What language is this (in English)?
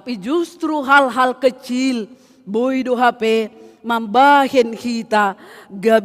Batak Simalungun